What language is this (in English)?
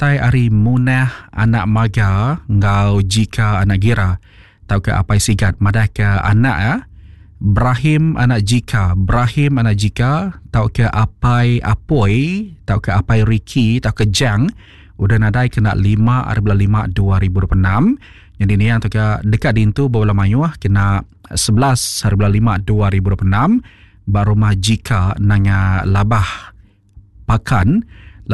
Iban